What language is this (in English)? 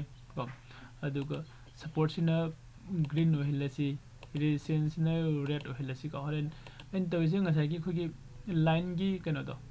Manipuri